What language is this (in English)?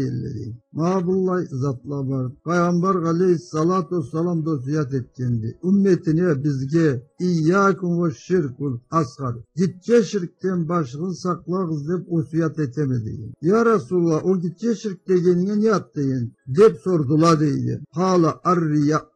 Karachay-Balkar